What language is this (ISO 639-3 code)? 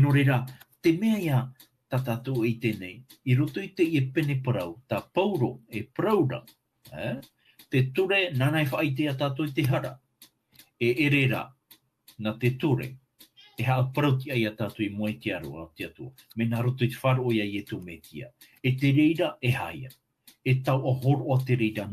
tah